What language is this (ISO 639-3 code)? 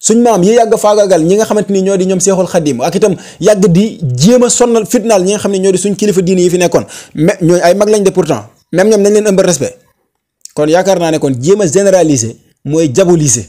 wol